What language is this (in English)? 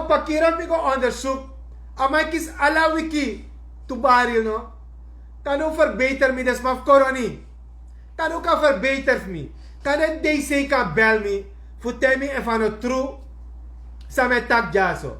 Sranan Tongo